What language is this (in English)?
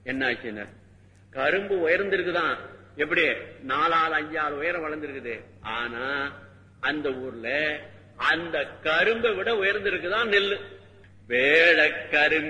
Tamil